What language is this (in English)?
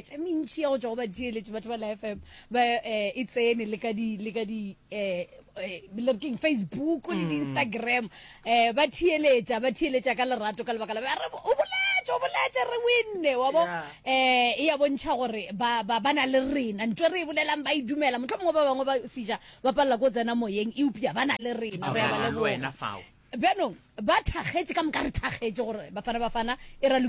Northern Sotho